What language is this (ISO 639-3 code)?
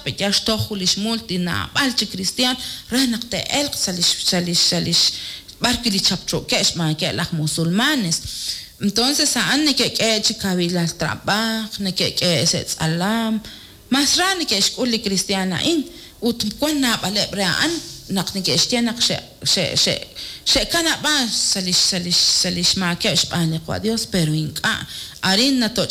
kek